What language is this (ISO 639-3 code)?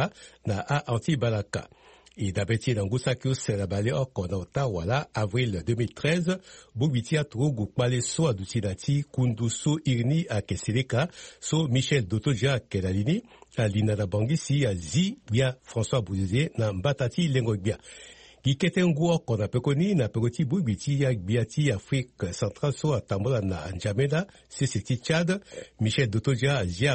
sag